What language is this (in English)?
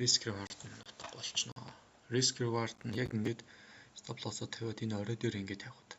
Mongolian